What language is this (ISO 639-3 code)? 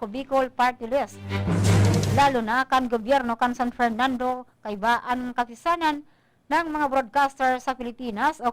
bik